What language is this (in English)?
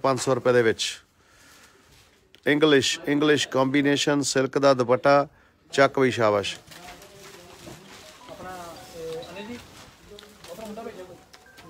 Punjabi